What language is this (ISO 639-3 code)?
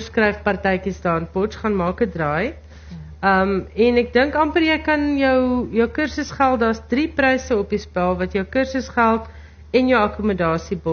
afr